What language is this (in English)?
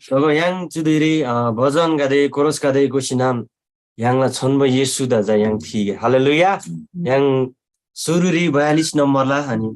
Eastern Tamang